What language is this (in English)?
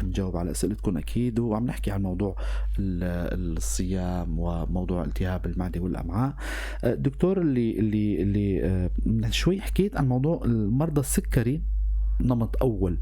North Levantine Arabic